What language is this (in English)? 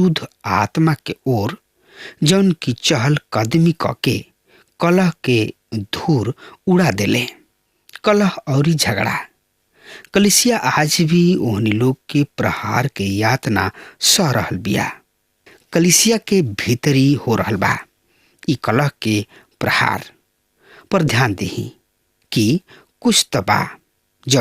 Bhojpuri